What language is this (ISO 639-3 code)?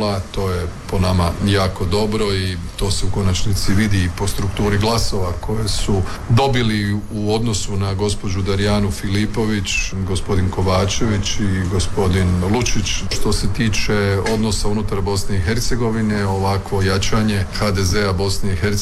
hrv